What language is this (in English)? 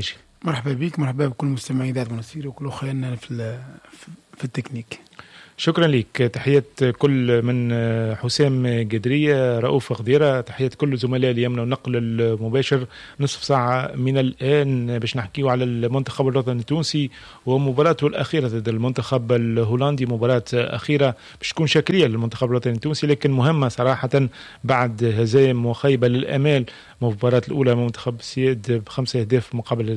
Tunisian Arabic